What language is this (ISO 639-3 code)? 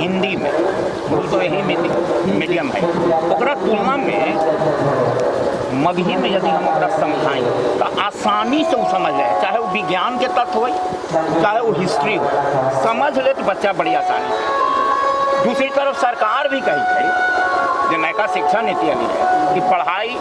mag